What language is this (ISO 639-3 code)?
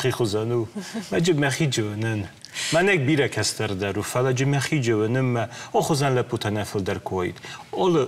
oss